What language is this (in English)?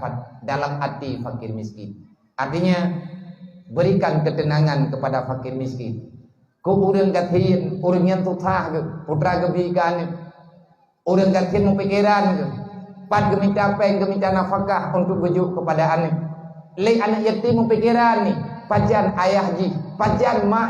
Achinese